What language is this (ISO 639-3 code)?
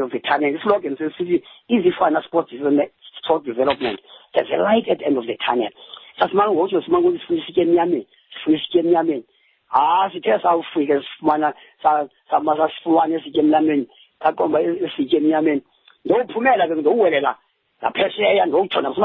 xho